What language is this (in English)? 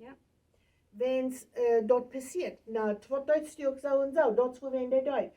Plautdietsch